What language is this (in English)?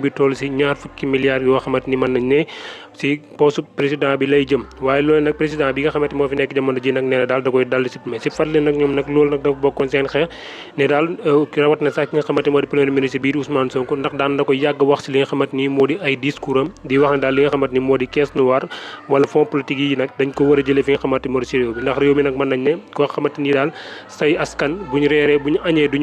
Wolof